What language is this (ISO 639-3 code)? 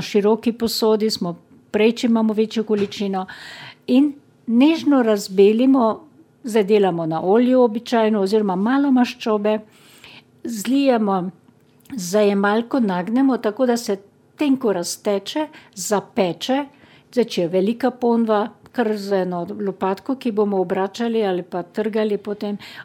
slv